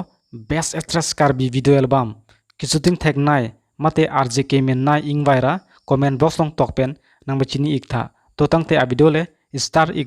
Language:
Karbi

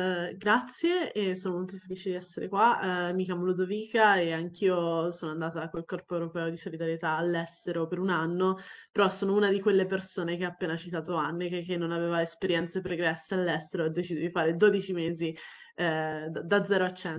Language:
Italian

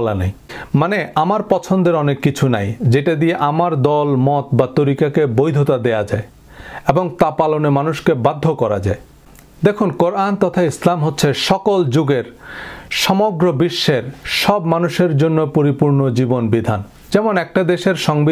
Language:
Bangla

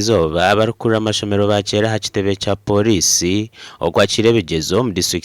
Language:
Nyankole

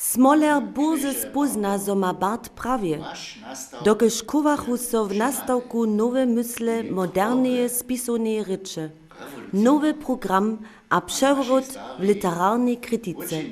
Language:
Upper Sorbian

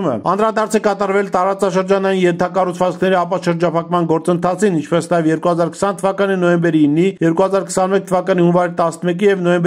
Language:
Armenian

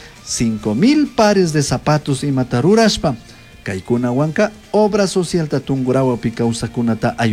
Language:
Chimborazo Highland Quichua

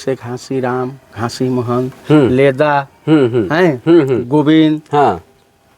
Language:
Sadri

